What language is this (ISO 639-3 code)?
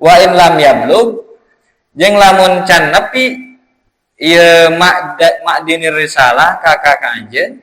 sun